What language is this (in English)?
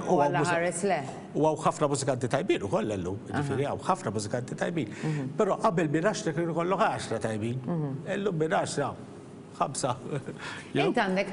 Maltese